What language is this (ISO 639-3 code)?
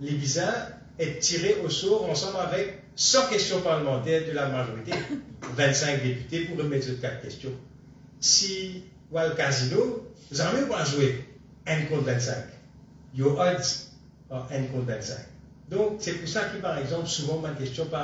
mfe